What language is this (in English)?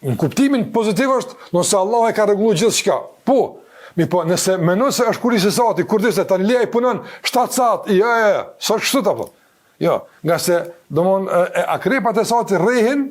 Albanian